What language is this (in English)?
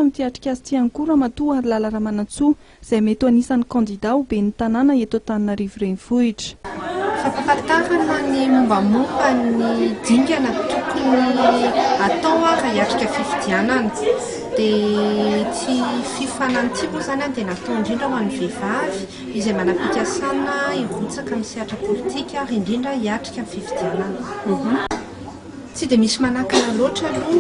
Malagasy